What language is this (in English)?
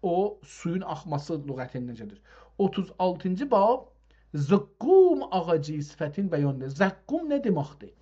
South Azerbaijani